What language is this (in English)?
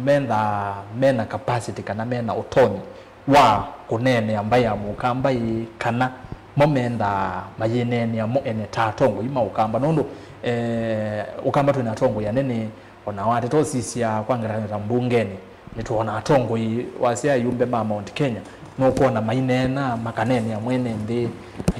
Kamba